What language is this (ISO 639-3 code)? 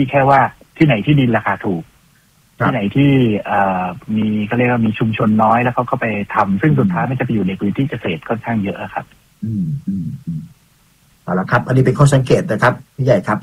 tha